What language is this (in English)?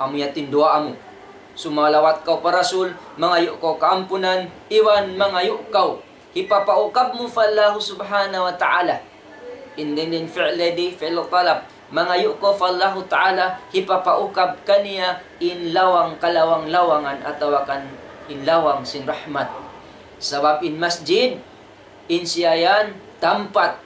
Tausug